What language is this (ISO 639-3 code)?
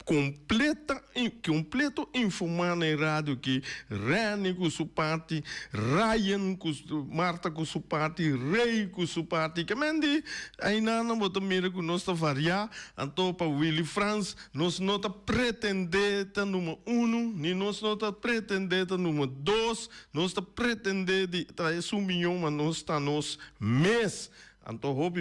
pap